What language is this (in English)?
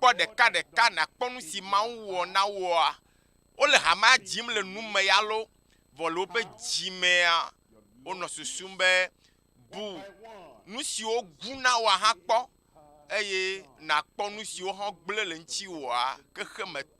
Ewe